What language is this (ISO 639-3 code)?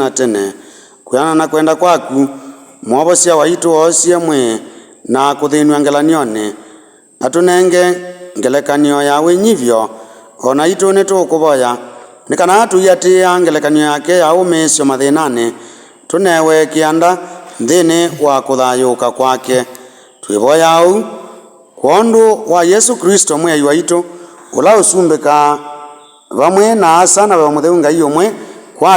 kam